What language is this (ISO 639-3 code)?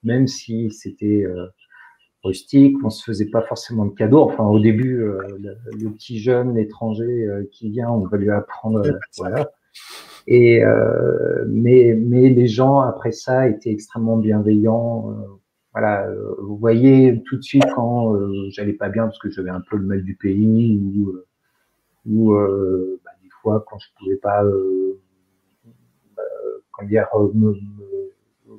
fra